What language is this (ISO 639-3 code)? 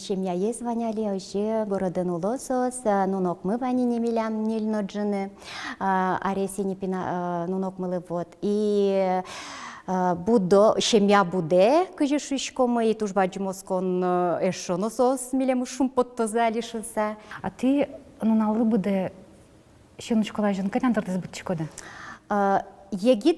udm